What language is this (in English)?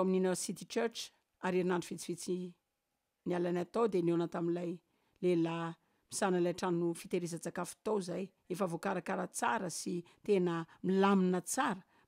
Malagasy